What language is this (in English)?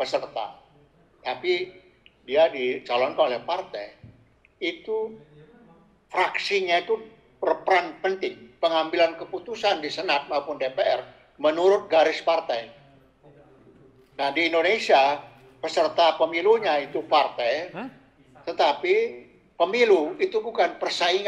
Indonesian